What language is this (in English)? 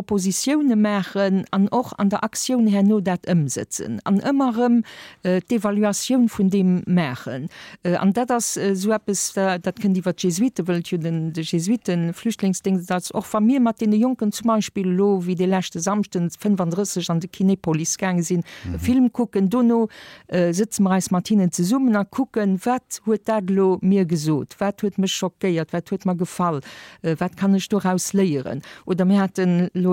Luxembourgish